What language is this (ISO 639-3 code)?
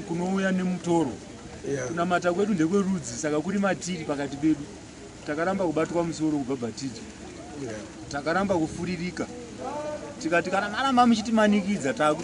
sna